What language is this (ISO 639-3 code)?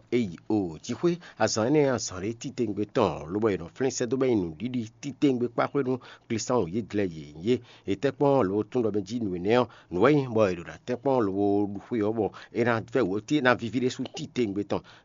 fon